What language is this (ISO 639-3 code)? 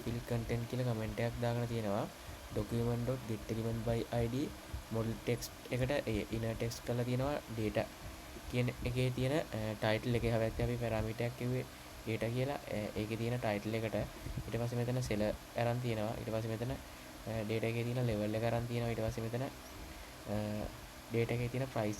sin